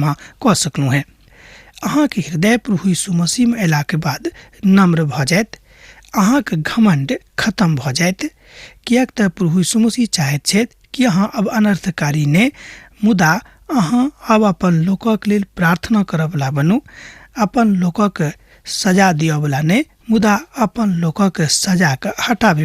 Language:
Maithili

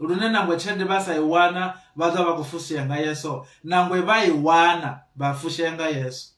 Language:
Venda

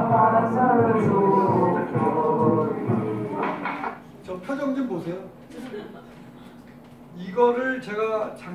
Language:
Korean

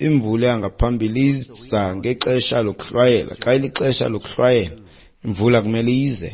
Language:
Xhosa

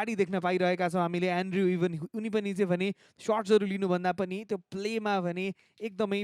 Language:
Nepali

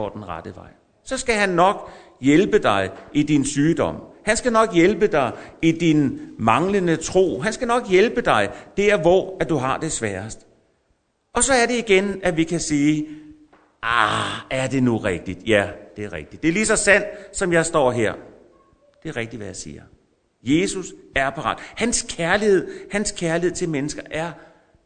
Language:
Danish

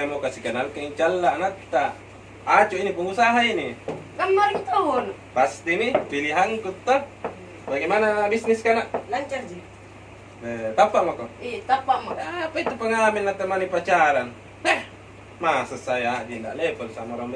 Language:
Makassar Malay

